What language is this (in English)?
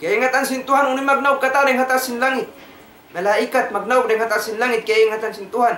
Tausug